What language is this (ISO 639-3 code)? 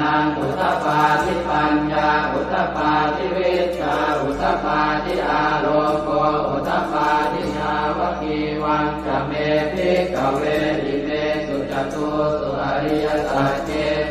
pli